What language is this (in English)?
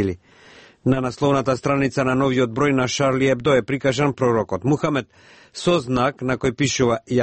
Macedonian